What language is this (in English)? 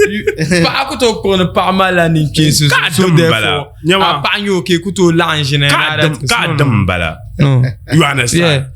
Dagbani